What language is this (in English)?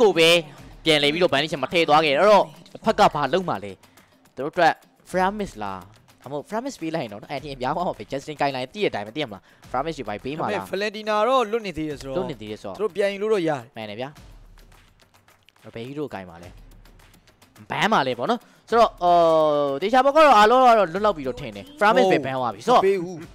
Burmese